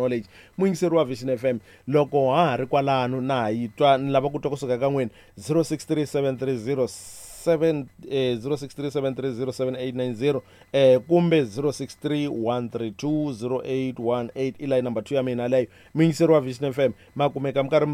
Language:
Tsonga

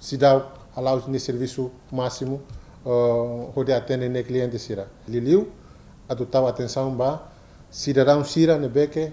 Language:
Tetum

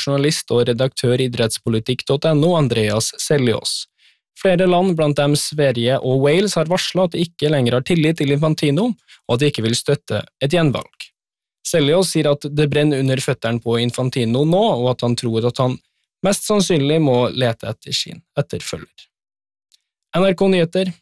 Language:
Norwegian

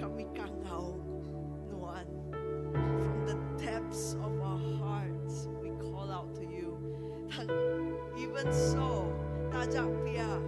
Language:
Iban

